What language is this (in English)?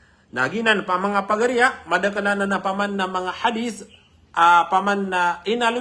Maranao